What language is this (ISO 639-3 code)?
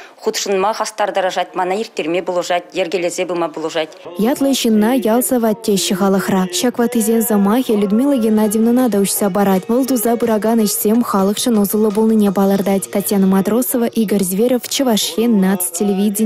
chv